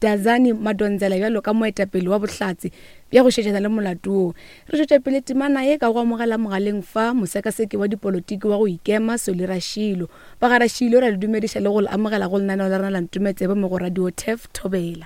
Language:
Northern Sotho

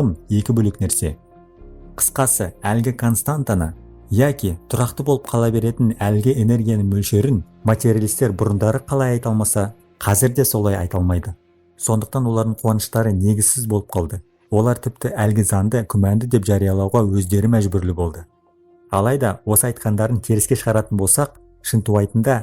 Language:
Kazakh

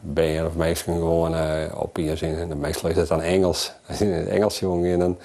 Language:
Western Frisian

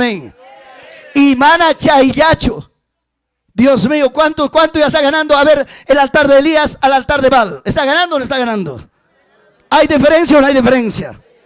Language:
Ayacucho Quechua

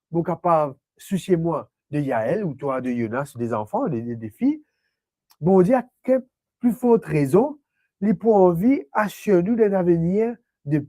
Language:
Morisyen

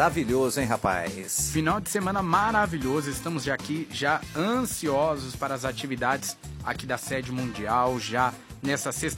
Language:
Portuguese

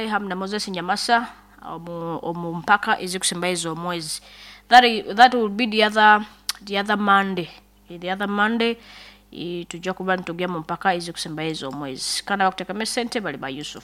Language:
Nyoro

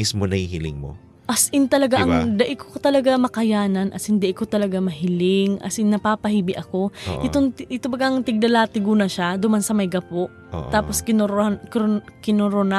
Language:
Bikol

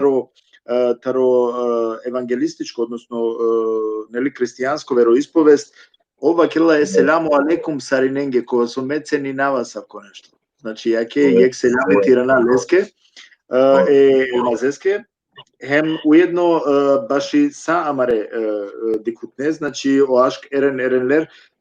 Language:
Balkan Romani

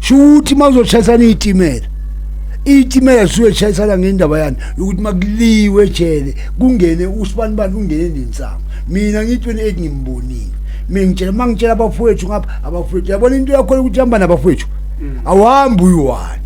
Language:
Zulu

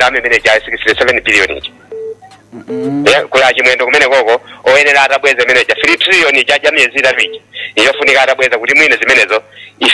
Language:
Nyanja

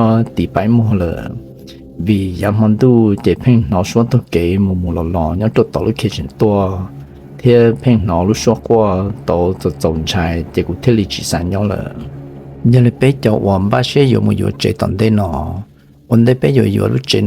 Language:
Hmong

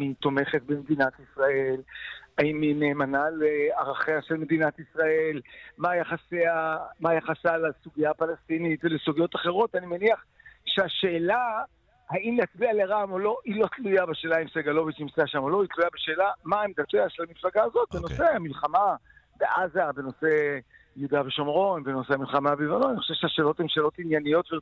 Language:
Hebrew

